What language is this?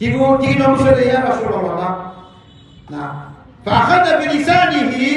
Maranao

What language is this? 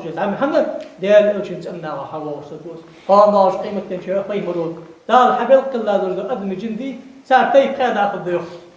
Ingush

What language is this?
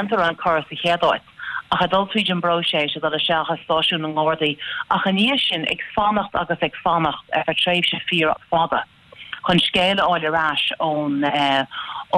Irish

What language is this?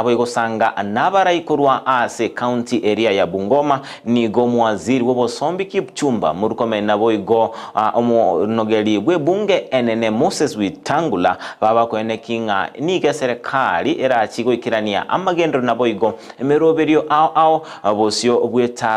Gusii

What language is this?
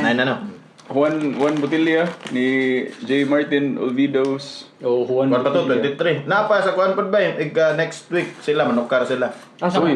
Cebuano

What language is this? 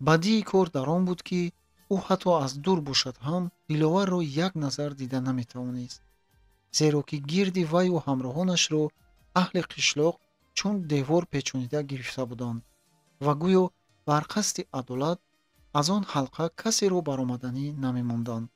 Tajik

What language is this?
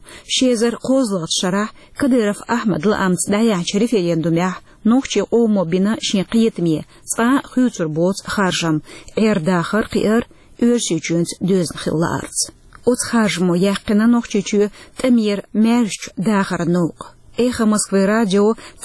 Chechen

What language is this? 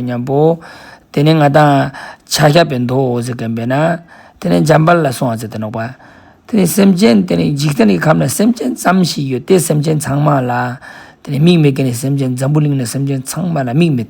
Ladakhi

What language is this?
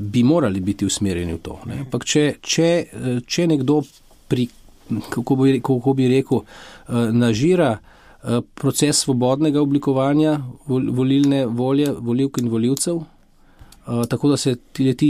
Slovenian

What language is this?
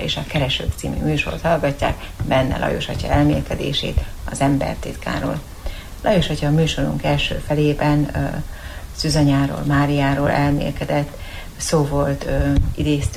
Hungarian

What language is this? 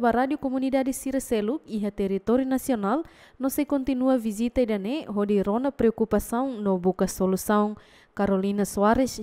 Tetum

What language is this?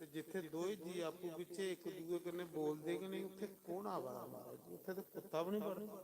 Dogri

